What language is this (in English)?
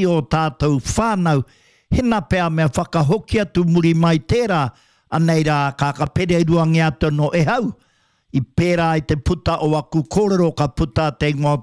Māori